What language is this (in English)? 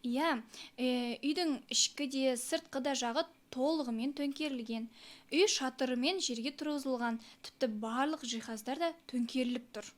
Kazakh